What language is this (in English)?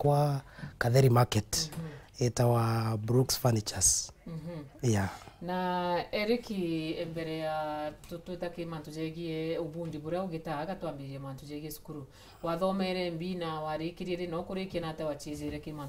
Meru